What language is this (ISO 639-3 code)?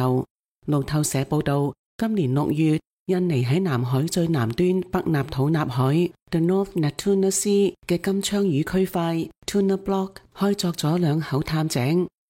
yue